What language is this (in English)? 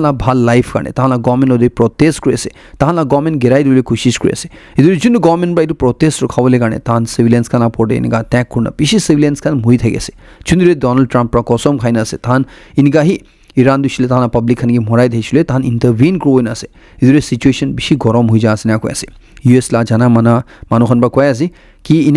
Naga Pidgin